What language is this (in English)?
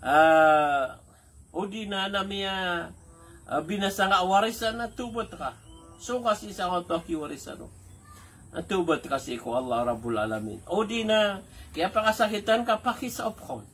Maranao